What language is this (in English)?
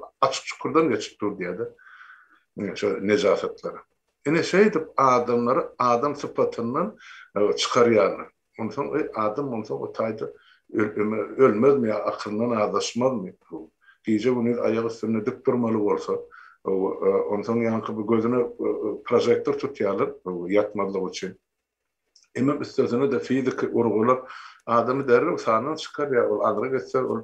Turkmen